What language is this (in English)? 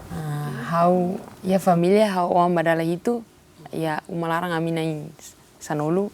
Tetum